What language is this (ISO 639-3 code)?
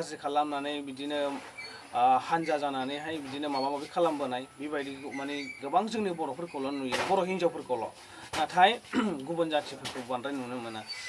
brx